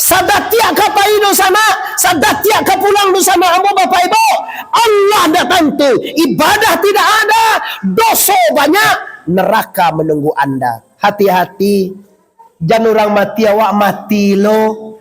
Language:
Minangkabau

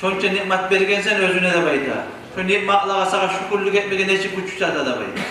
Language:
Kumyk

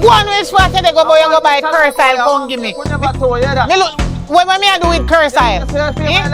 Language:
Jamaican Creole English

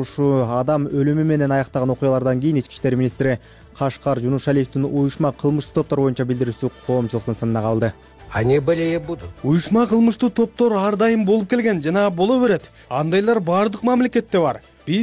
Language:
Kyrgyz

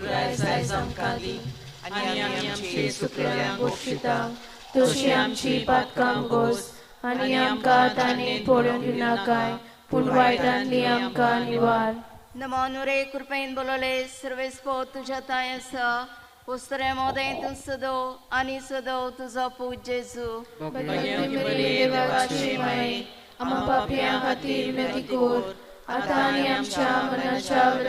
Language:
Konkani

